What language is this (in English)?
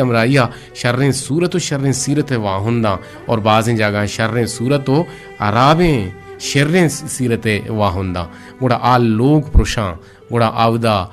Eastern Balochi